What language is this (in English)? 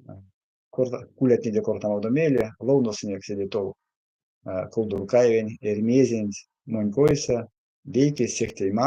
Erzya